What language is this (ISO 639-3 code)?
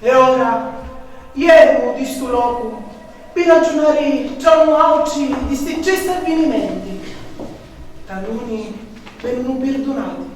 scn